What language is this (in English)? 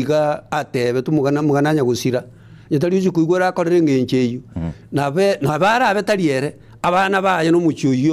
Gusii